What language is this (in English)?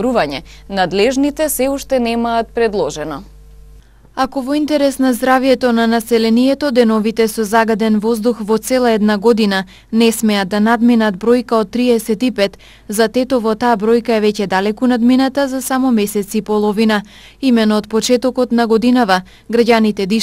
Macedonian